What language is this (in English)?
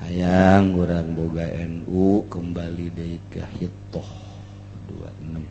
Sundanese